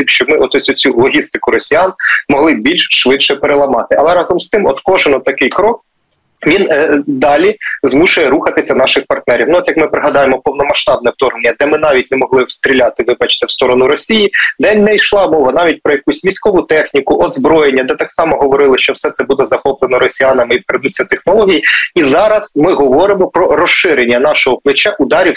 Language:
Ukrainian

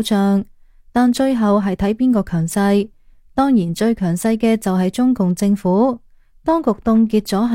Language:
Cantonese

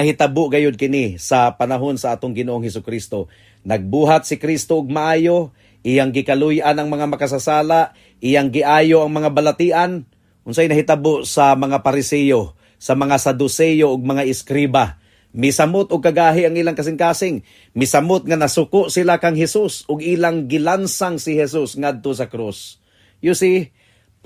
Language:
Cebuano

